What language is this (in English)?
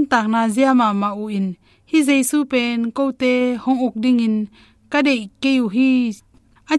Tedim Chin